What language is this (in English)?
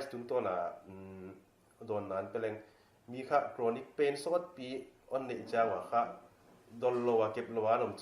Paite Chin